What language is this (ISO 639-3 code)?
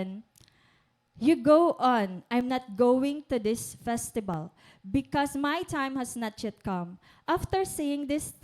war